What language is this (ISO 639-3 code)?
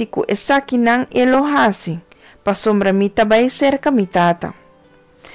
pap